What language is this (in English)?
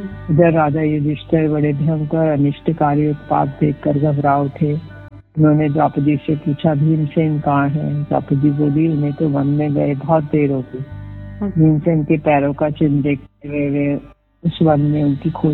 Hindi